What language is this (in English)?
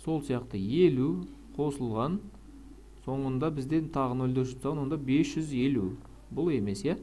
Kazakh